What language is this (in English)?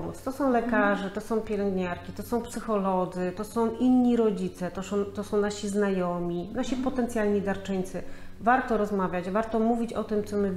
Polish